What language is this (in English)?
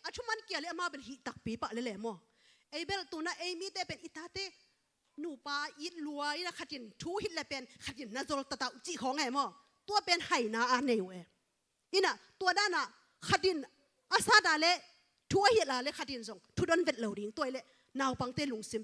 Tedim Chin